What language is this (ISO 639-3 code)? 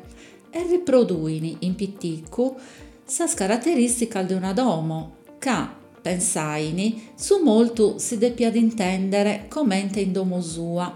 srd